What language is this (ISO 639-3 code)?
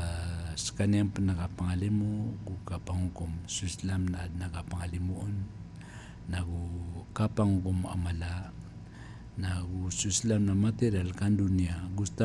mrw